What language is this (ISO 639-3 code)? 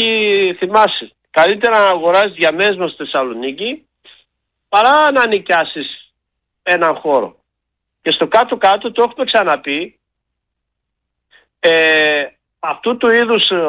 ell